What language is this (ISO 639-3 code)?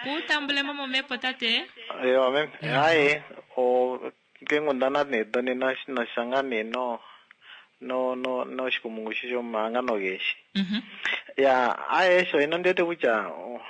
kua